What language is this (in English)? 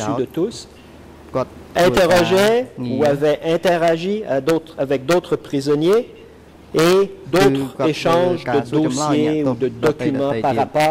French